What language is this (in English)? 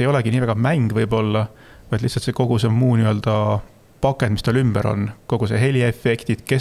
Estonian